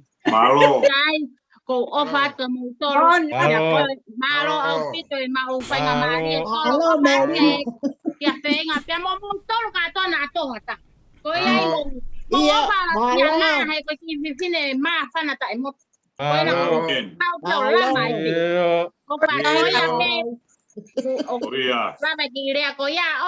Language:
Tongan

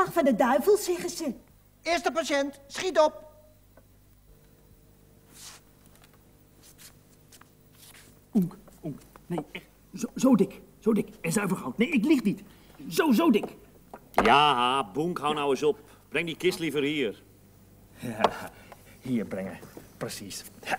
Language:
Dutch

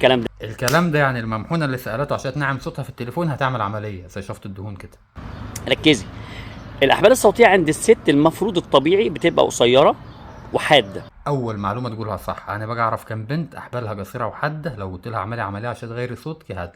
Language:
Egyptian Arabic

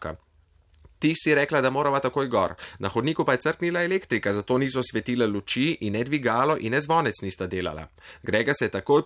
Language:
Slovenian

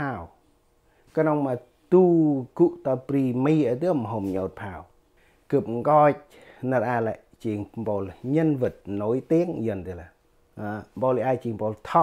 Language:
Central Mnong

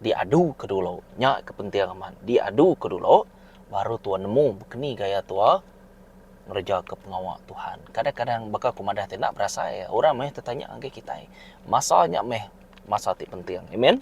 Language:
Iban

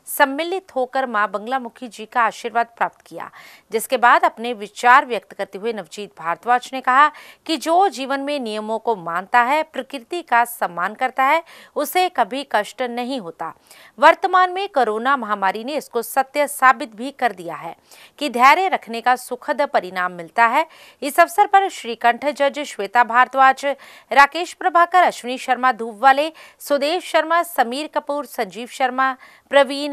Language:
Hindi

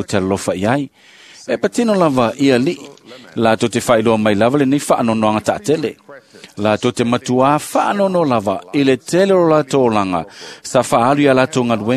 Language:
Samoan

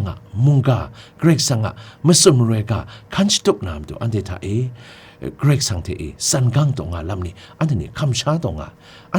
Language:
Kachin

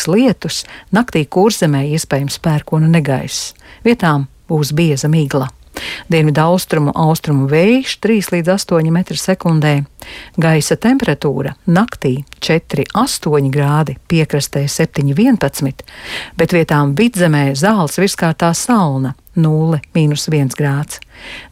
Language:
Latvian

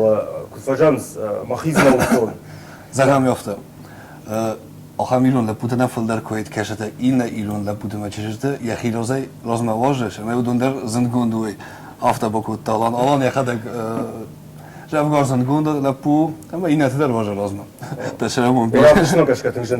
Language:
Ossetic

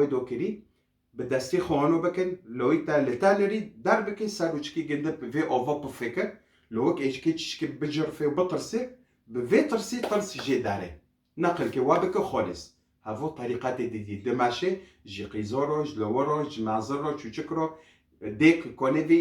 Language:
Kurdish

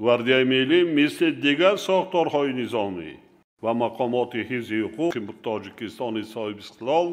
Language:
Tajik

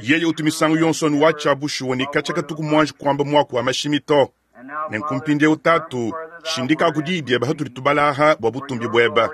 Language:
Luba-Lulua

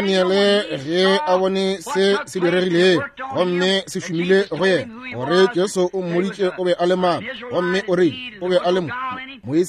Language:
Northern Sotho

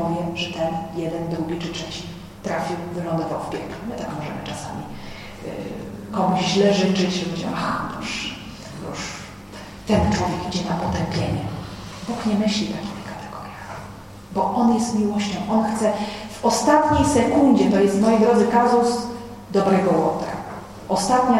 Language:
Polish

